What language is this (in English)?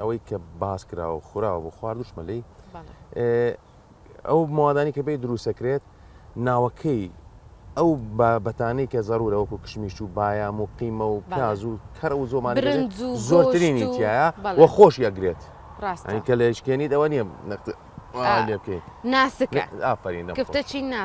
Central Kurdish